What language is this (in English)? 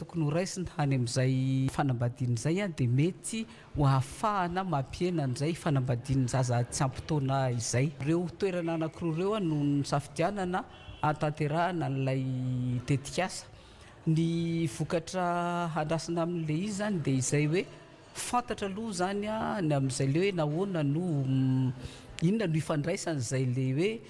Malagasy